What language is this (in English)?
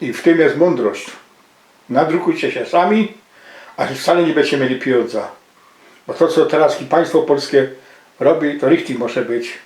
Silesian